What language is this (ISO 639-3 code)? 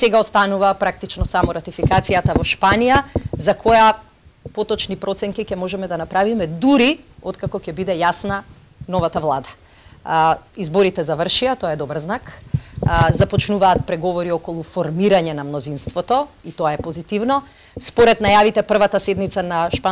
mkd